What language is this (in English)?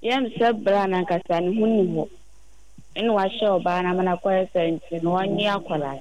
Akan